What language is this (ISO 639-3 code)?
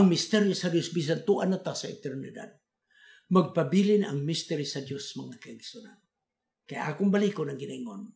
ceb